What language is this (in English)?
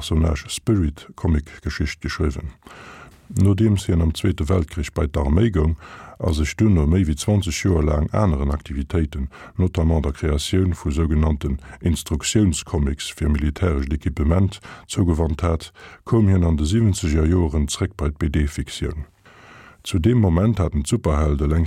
Luxembourgish